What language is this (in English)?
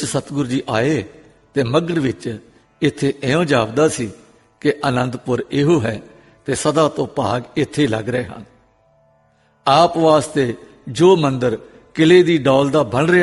Punjabi